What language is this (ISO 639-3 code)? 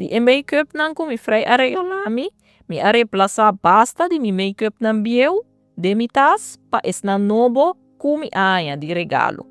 pap